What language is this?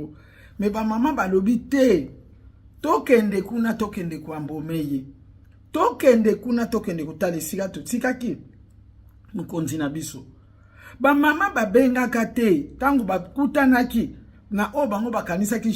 Lingala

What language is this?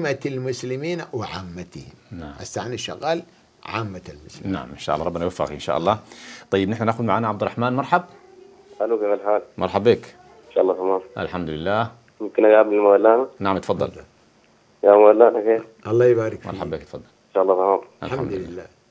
Sudanese Arabic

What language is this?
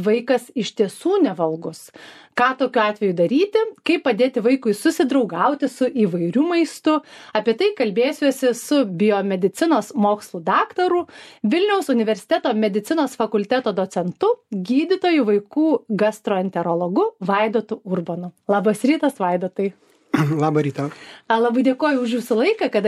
Lithuanian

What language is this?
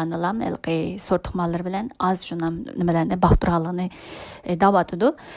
Uyghur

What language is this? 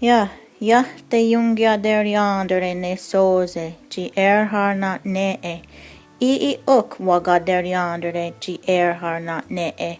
Mohawk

